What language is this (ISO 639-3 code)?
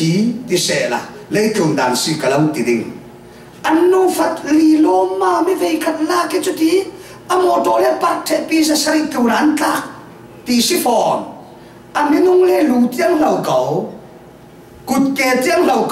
cfm